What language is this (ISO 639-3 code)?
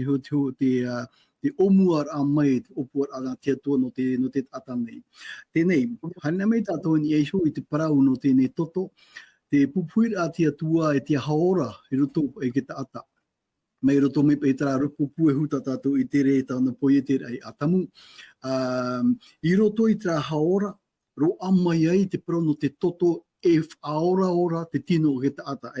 tah